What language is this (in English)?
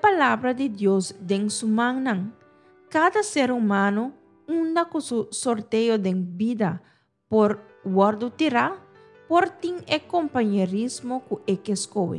Papiamento